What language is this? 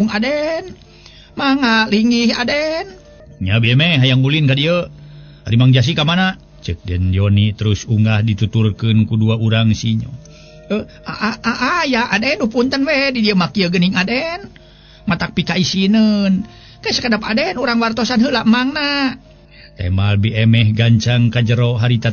Sundanese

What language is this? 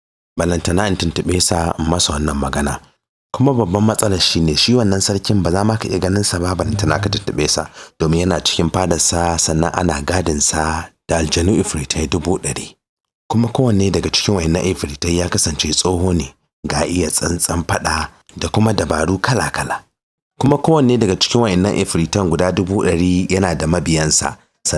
Hausa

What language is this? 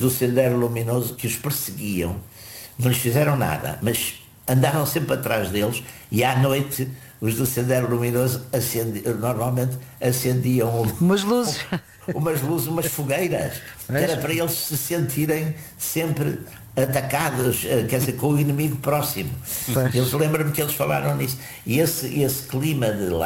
Portuguese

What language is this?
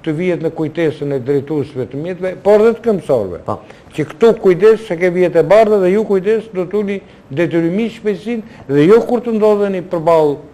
Albanian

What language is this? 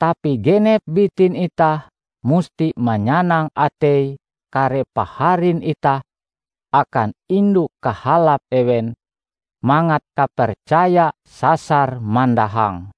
Ngaju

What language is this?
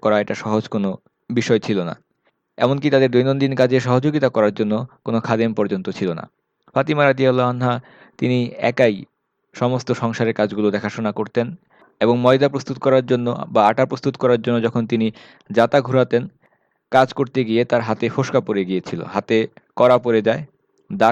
Bangla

